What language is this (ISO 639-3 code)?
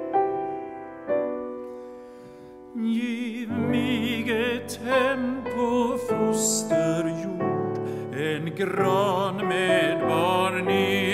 swe